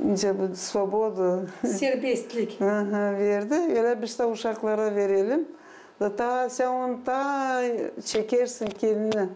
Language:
Gagauz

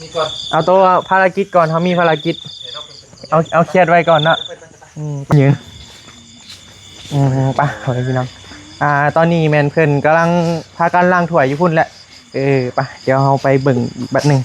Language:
Northeastern Thai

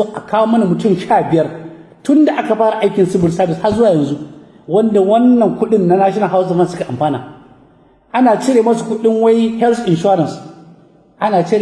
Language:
Hausa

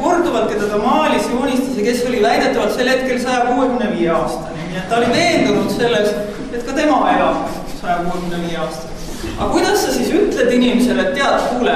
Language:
Estonian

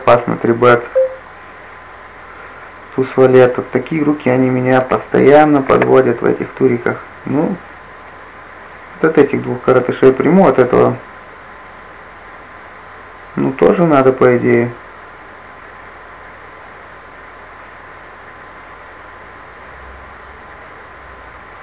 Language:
Russian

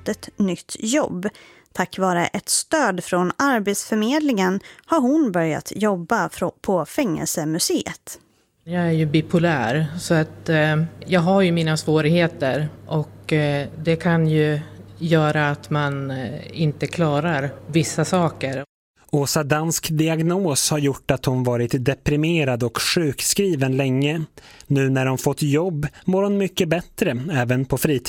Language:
Swedish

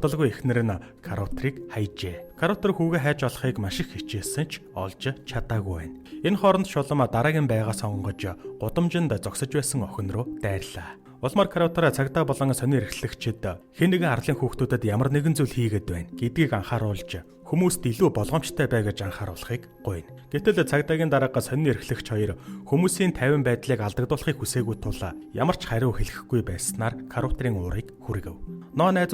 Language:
Mongolian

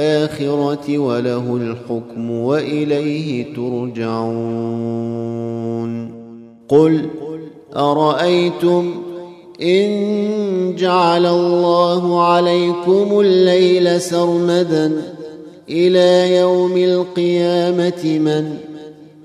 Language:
Arabic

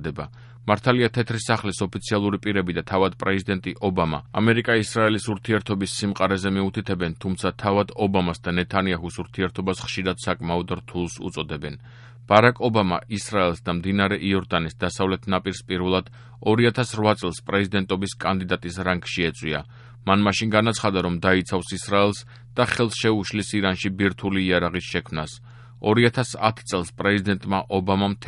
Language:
Georgian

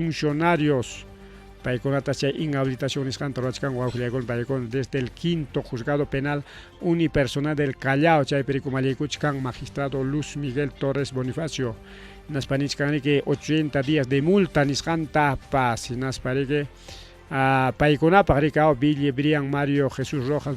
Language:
Ayacucho Quechua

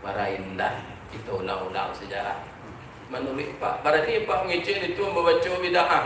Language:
Minangkabau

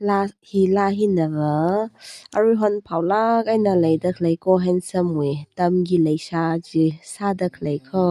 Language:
Tangkhul Naga (India)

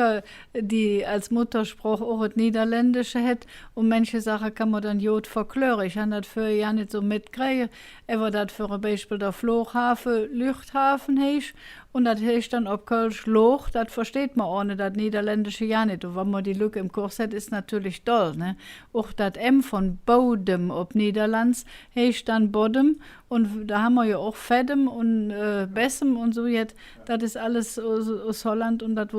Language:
Colognian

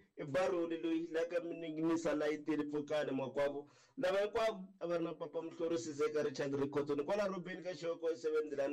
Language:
Tsonga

